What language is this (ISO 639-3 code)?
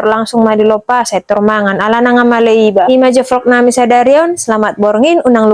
bbc